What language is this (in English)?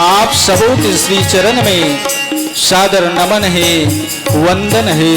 Chhattisgarhi